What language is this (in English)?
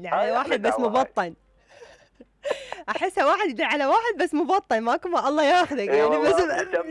Mesopotamian Arabic